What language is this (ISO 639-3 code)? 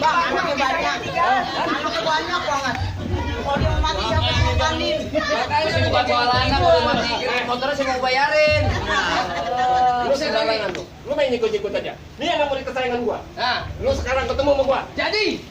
bew